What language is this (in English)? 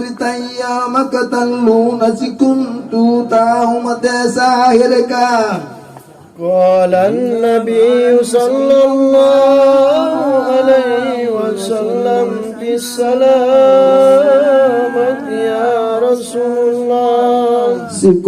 Makasar